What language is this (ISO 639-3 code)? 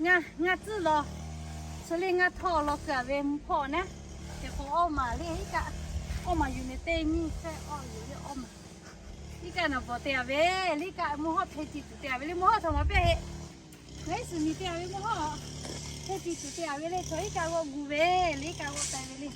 lhu